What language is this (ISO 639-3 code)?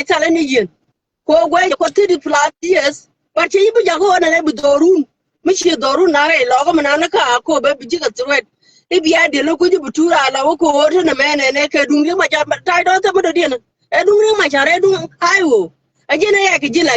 nus